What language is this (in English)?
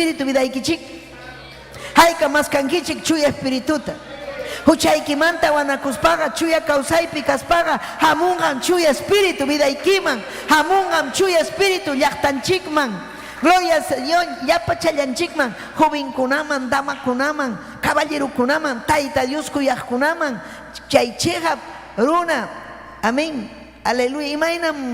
Ayacucho Quechua